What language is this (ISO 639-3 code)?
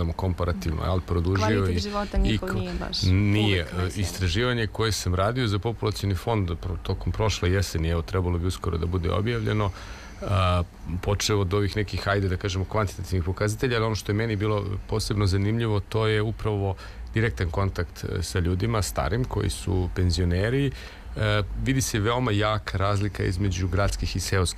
srp